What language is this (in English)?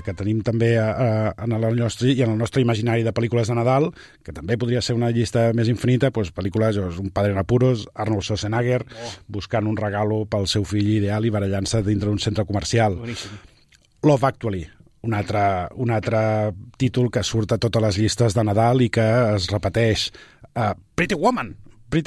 Catalan